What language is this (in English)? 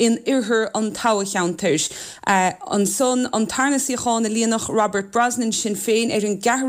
Irish